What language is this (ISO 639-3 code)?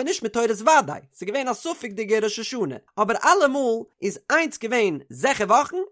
yid